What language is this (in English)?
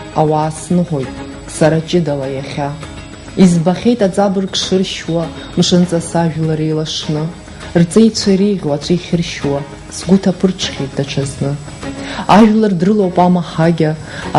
Abkhazian